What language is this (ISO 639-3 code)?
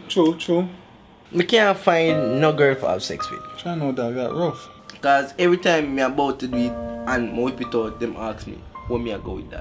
jam